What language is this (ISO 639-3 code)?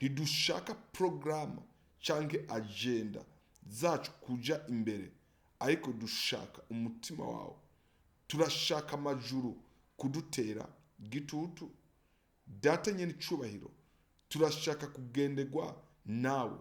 run